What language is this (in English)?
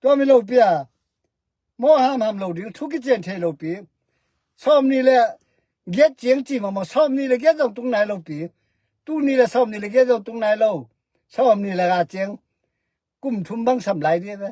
Tedim Chin